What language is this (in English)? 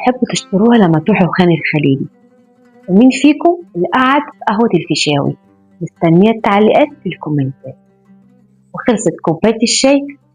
Egyptian Arabic